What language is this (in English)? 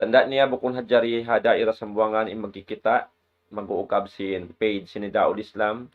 Tausug